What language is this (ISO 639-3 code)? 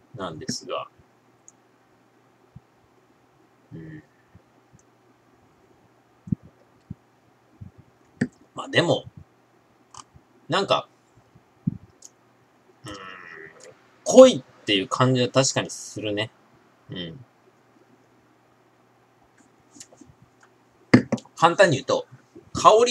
jpn